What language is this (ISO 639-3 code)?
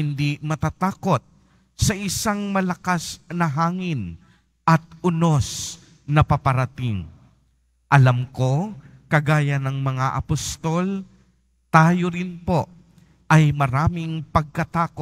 fil